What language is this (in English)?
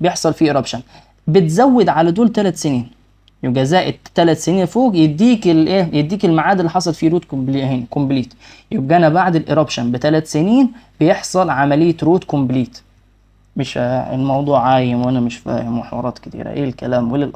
Egyptian Arabic